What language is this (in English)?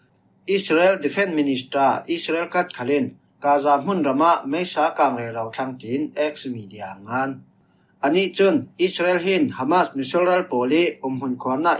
Falam Chin